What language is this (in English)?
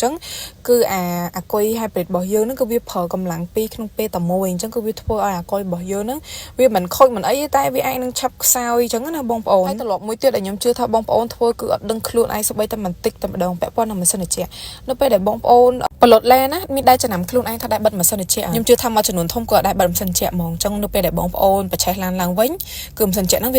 Khmer